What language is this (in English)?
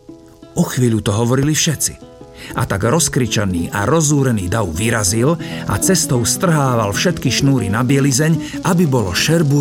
Slovak